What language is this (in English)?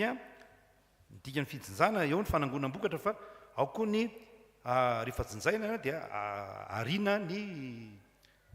Malagasy